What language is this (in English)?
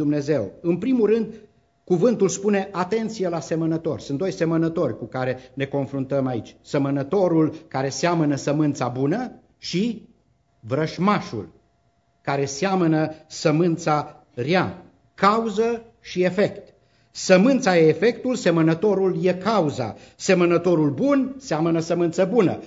Romanian